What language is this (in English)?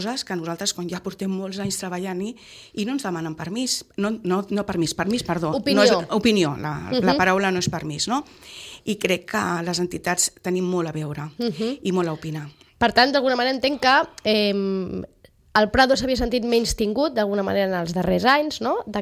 Catalan